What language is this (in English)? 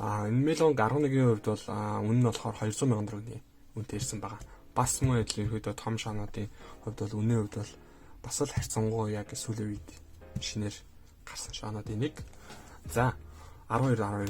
Mongolian